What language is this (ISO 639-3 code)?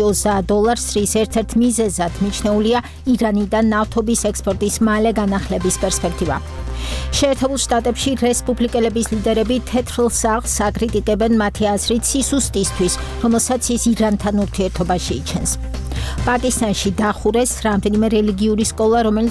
kat